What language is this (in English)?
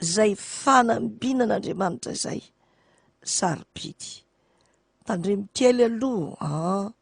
Malagasy